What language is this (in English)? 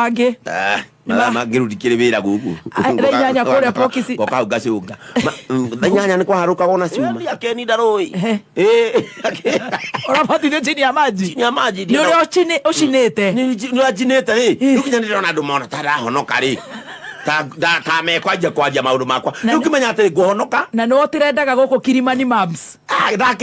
Kikuyu